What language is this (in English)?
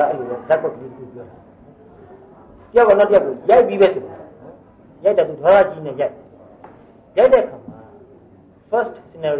Burmese